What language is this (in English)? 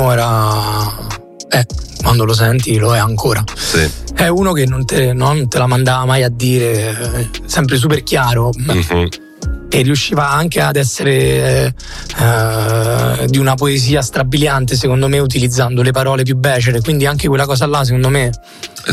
Italian